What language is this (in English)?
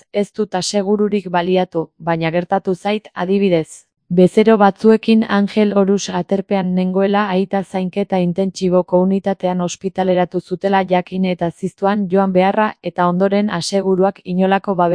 Basque